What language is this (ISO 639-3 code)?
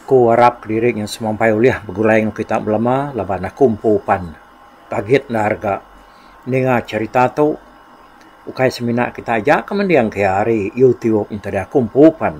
iba